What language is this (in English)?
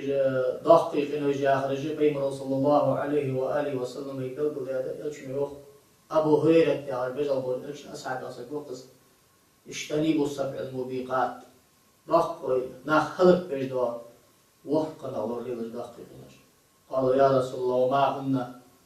Ingush